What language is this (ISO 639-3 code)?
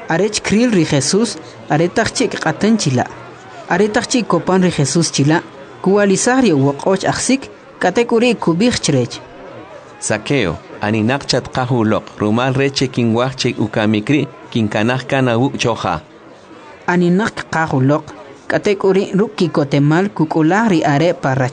quc